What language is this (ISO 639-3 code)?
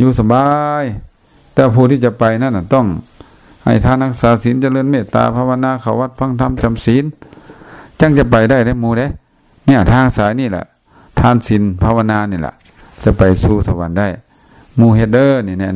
lao